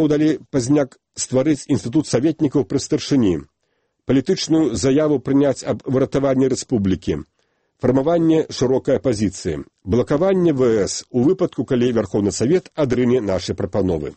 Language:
Belarusian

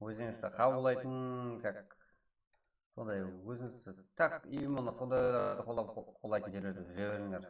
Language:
Kara-Kalpak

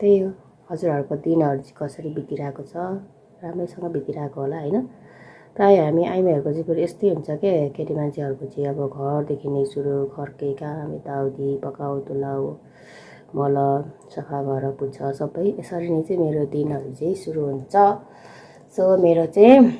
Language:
Nepali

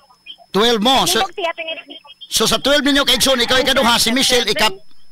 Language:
Cebuano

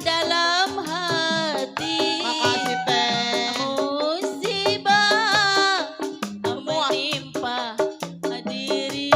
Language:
Betawi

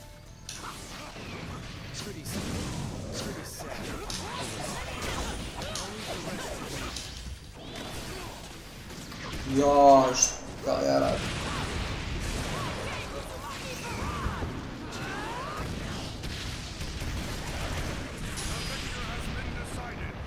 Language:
Serbian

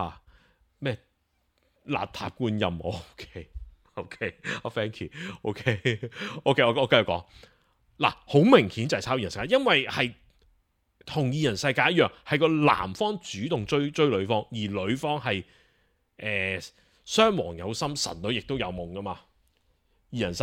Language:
Cantonese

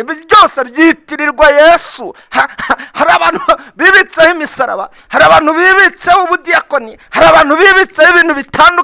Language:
Kinyarwanda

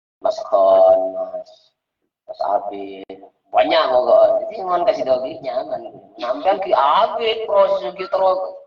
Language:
Madurese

